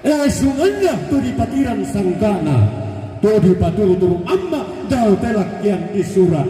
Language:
Toraja-Sa'dan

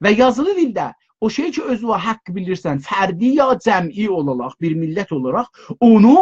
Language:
South Azerbaijani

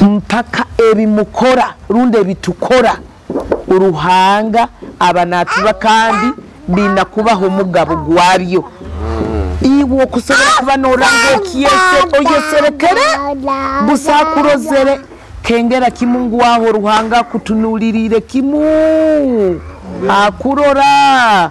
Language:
Nyoro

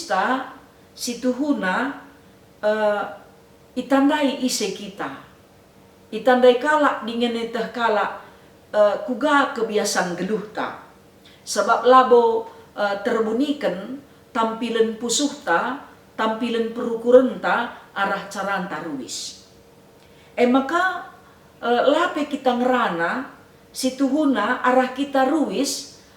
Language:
Batak Karo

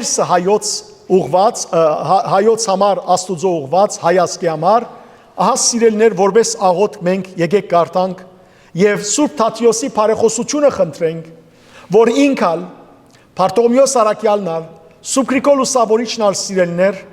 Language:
Western Armenian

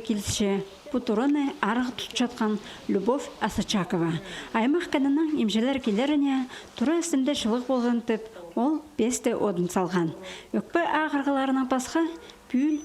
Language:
Khakas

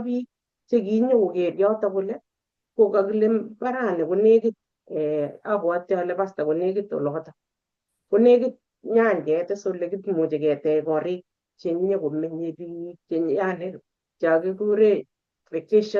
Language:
Kalenjin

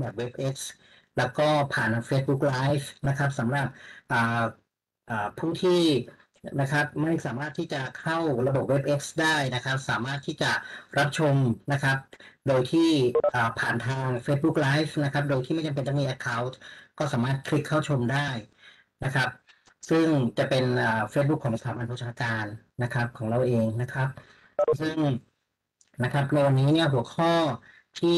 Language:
Thai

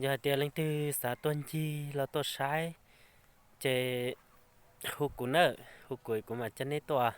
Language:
Hmong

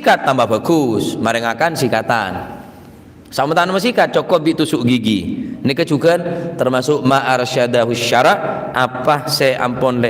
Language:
Madurese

